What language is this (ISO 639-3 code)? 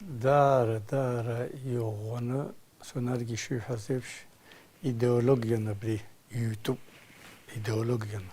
abk